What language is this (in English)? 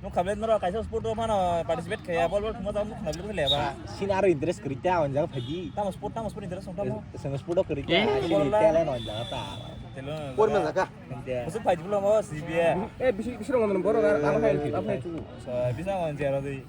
Kok Borok